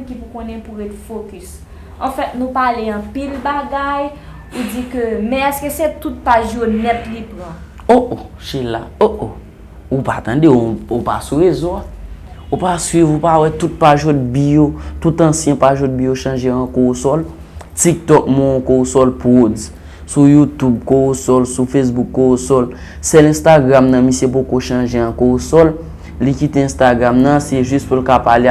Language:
Haitian Creole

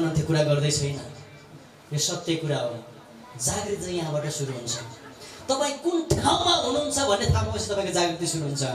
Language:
Nepali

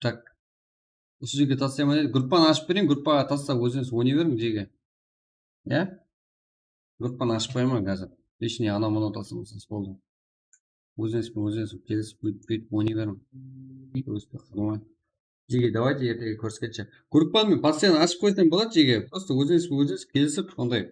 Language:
Kara-Kalpak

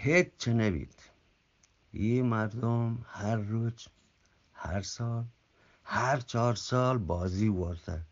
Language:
Eastern Balochi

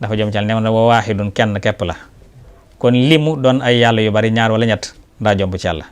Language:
Wolof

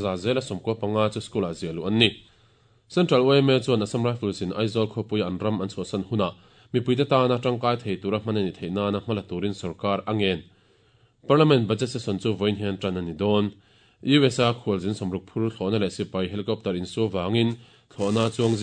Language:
Mizo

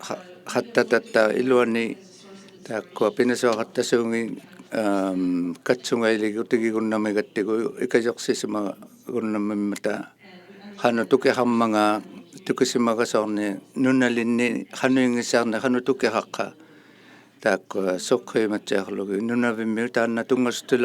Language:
Inuktitut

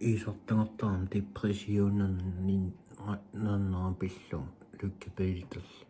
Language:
Kalaallisut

